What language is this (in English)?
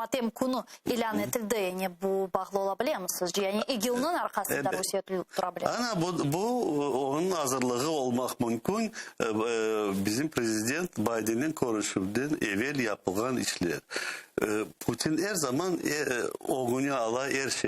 Crimean Tatar